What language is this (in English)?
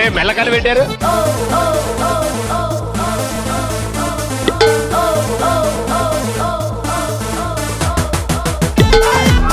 Telugu